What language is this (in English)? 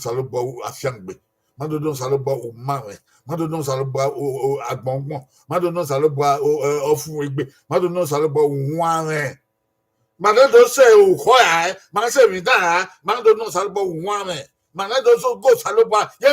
Bini